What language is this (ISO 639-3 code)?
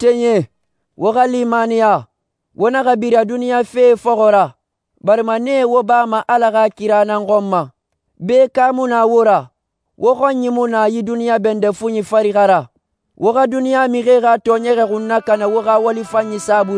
sus